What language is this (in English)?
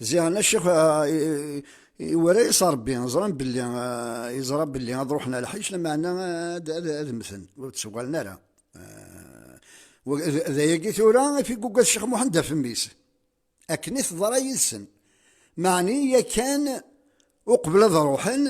Kabyle